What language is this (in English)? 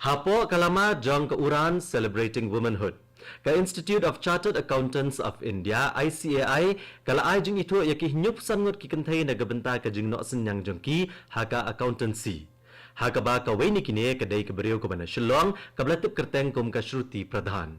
Khasi